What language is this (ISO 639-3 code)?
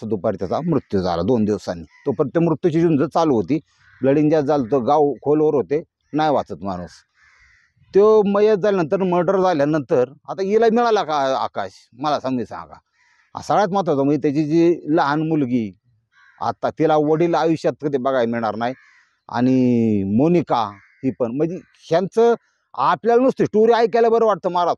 mar